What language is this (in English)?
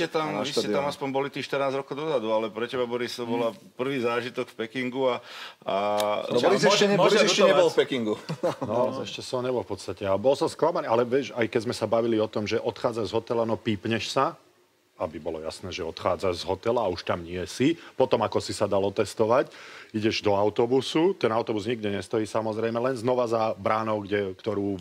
Slovak